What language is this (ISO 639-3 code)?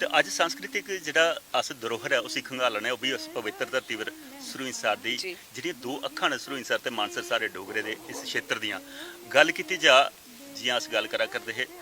doi